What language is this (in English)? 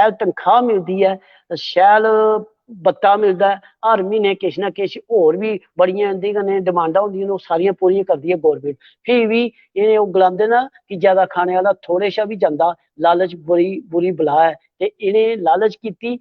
Dogri